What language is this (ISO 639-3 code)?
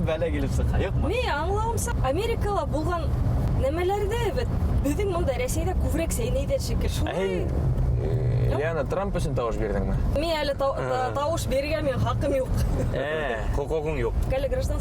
bak